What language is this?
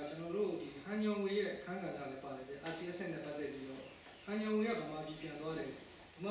Burmese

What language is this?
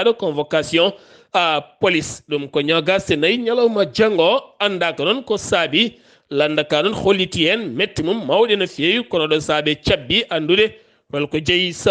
Fula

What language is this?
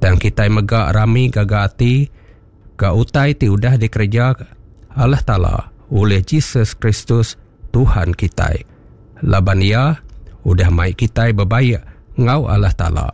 Iban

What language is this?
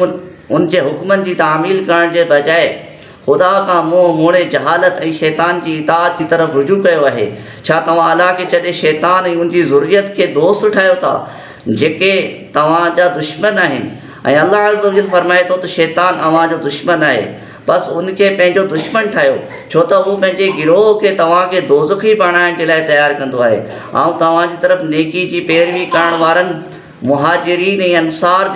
Sindhi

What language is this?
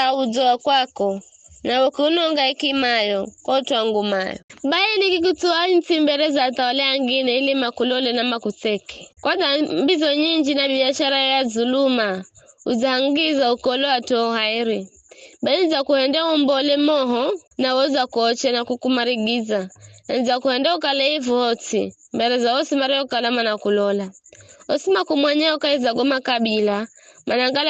Giryama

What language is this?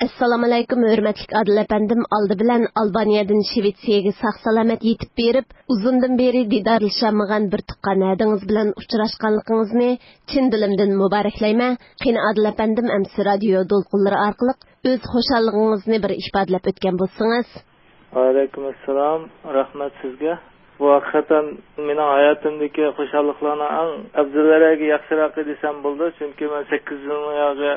Uyghur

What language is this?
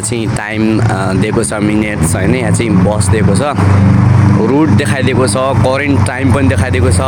Nepali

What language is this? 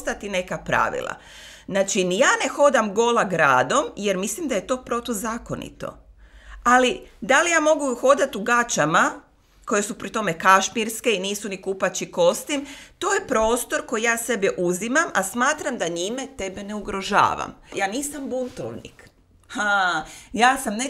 Croatian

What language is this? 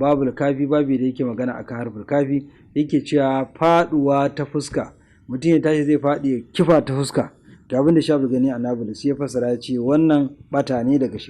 Hausa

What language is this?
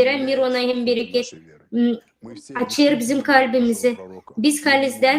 Gagauz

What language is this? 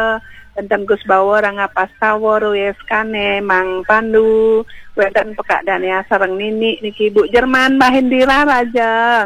Balinese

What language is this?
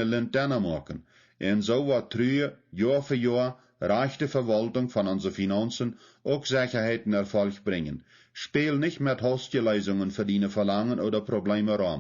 Plautdietsch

